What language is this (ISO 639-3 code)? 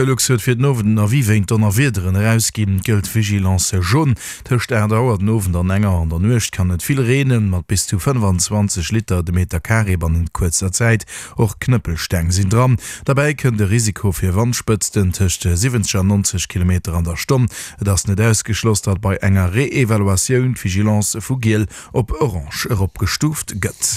ltz